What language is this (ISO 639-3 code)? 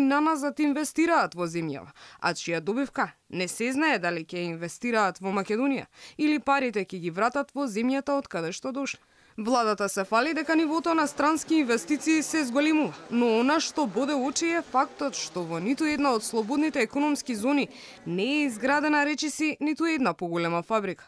mkd